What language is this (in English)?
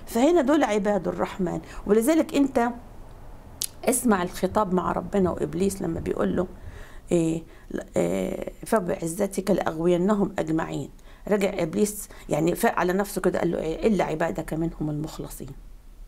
Egyptian Arabic